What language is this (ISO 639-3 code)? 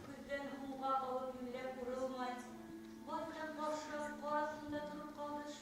bak